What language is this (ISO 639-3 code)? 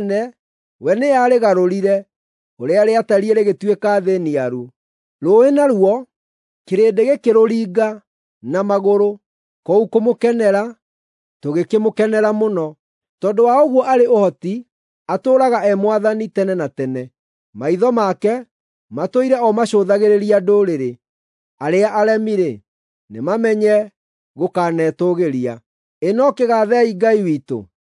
kik